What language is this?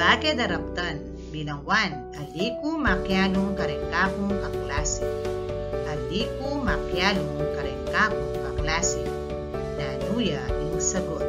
Pampanga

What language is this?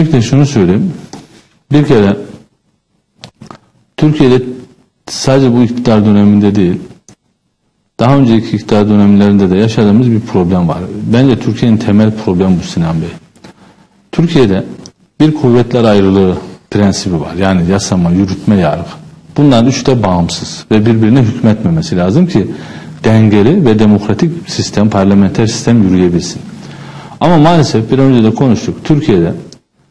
Turkish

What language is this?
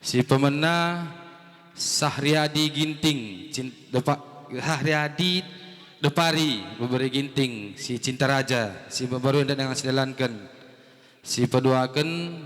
Batak Karo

